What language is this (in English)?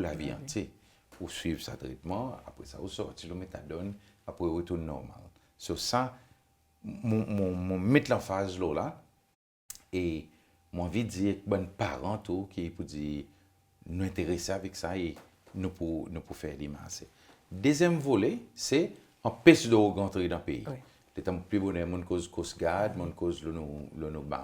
Seselwa Creole French